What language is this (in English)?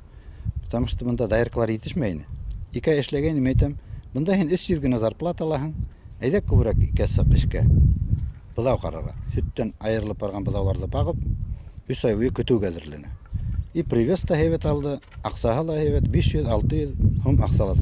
Bashkir